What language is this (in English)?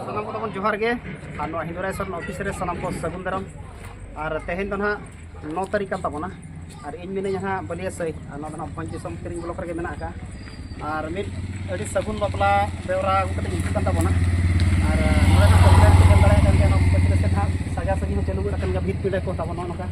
Santali